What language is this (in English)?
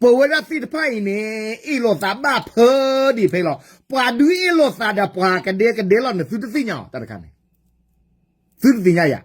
S'gaw Karen